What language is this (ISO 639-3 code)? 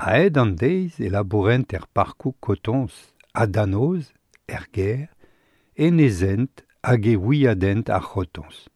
bre